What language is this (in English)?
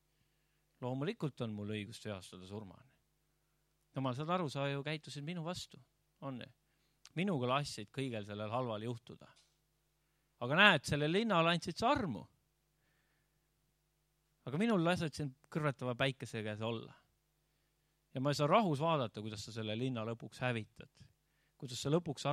Estonian